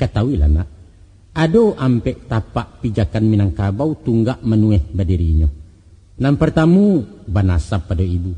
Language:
Minangkabau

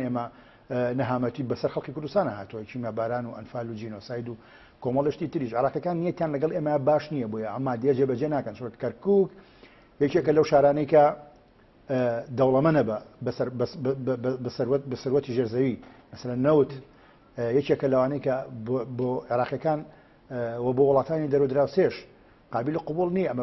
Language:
Central Kurdish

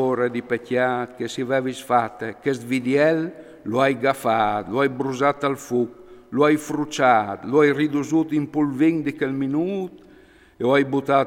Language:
Friulian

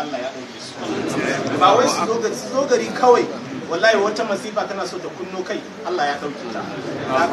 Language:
Hausa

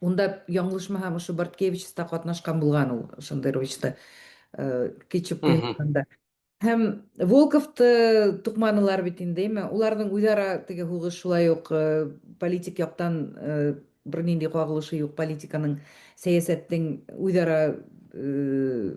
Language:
Bashkir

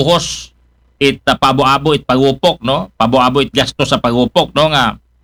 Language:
Aklanon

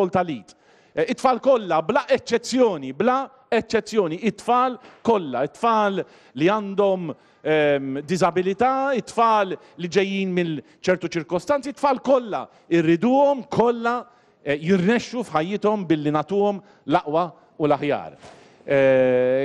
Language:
Maltese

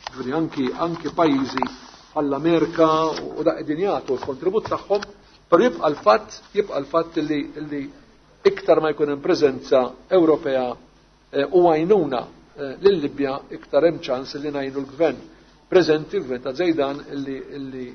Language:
Maltese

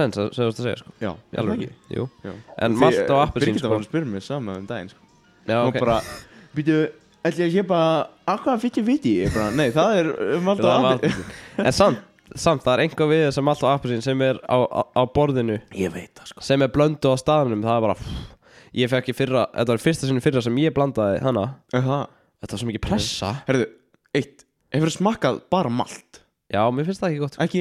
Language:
Icelandic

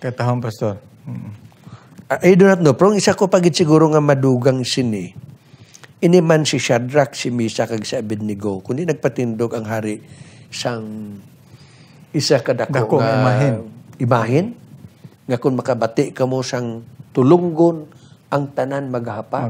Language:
Hiligaynon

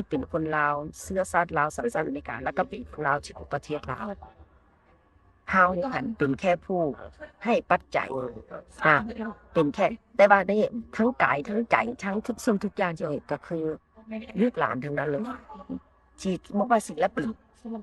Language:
Lao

